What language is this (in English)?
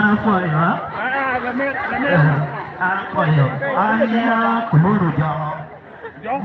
Acoli